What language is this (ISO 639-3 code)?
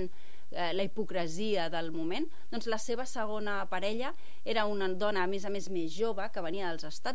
cat